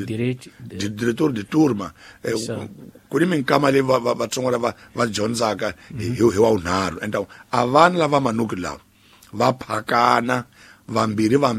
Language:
Tsonga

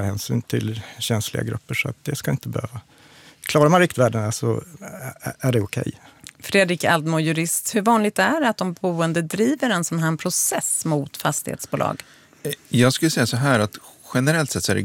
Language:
Swedish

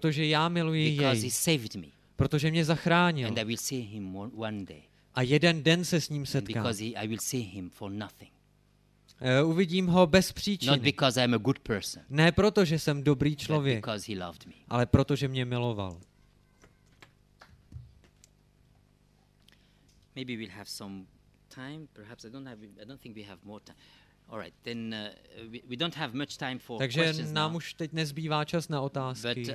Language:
Czech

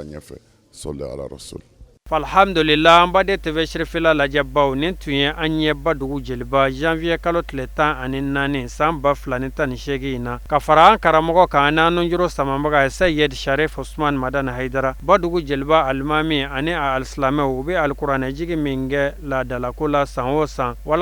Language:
Bambara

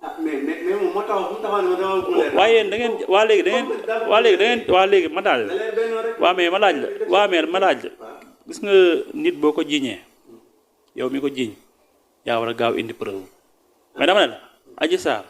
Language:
Wolof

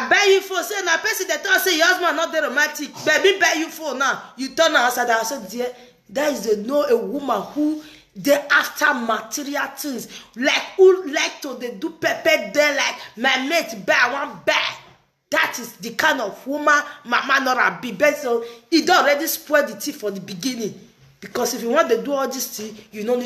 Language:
Nigerian Pidgin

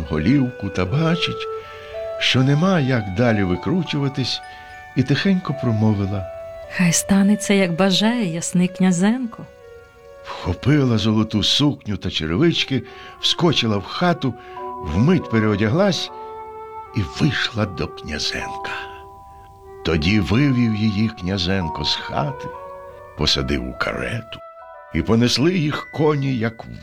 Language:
Ukrainian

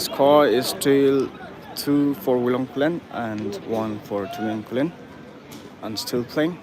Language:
Maram Naga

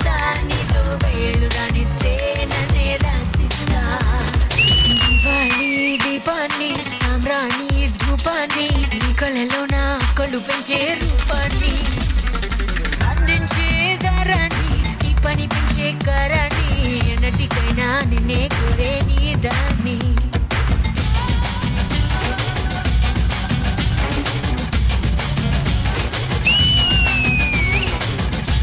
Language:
Telugu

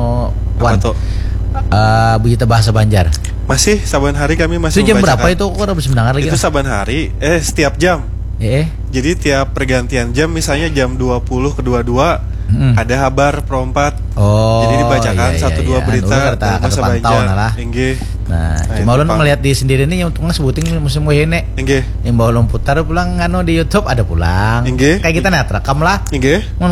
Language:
Banjar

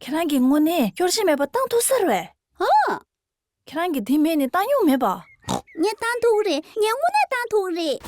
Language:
Tibetan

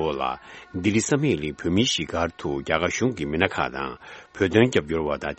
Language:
Tibetan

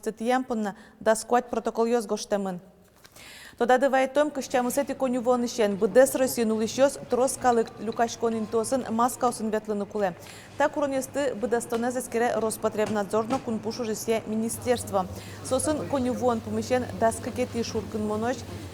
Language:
Udmurt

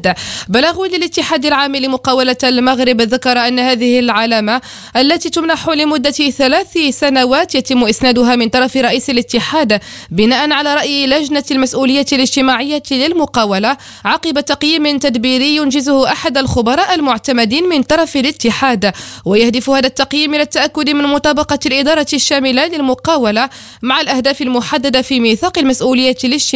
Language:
Arabic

